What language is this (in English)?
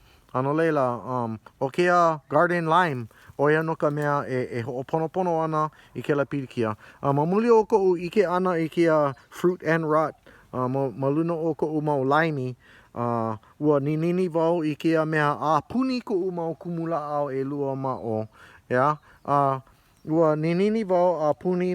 Hawaiian